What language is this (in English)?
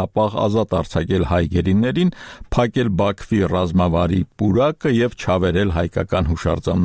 Armenian